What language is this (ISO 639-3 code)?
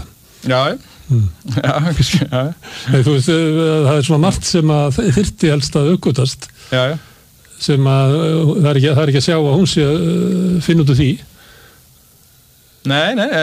isl